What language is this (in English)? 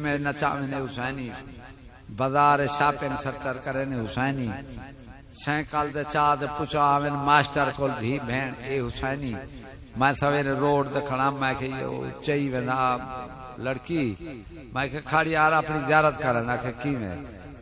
Saraiki